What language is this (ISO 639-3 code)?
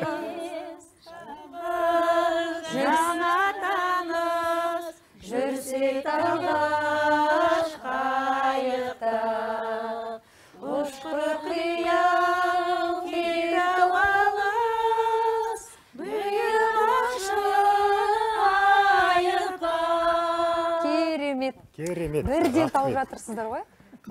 kaz